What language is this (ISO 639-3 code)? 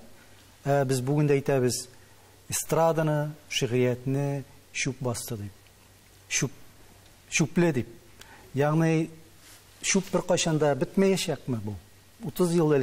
tat